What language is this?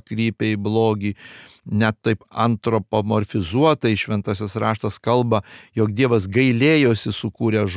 Lithuanian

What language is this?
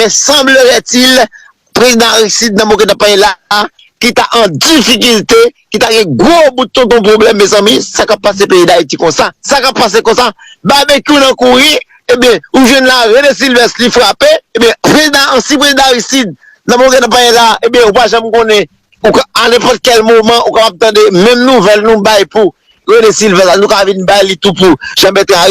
Haitian Creole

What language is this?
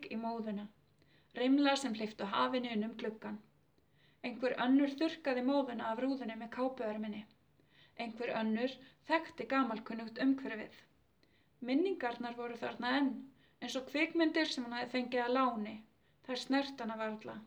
Icelandic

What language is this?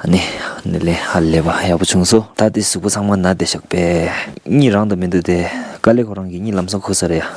Tibetan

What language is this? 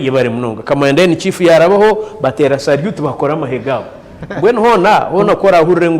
Nyankole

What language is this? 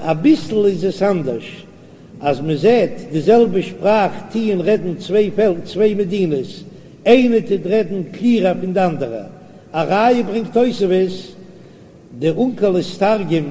Yiddish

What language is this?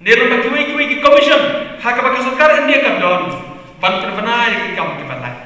Khasi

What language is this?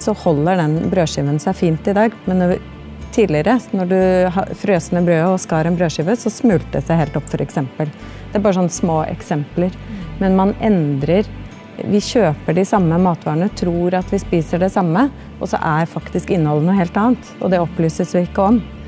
Norwegian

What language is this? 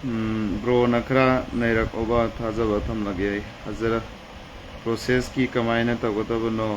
Manipuri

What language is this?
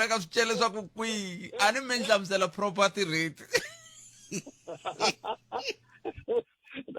Tsonga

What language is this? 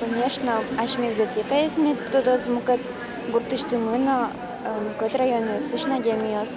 Udmurt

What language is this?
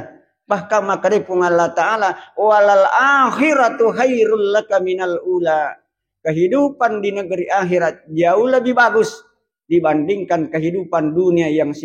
Buginese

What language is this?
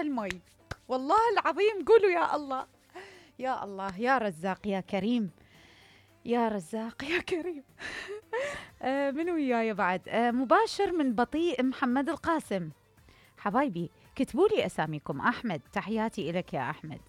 Mesopotamian Arabic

